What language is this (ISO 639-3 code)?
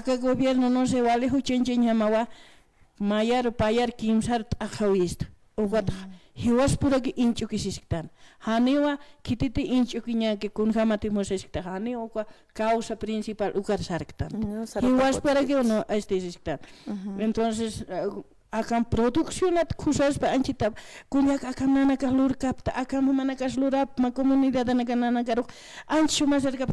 aym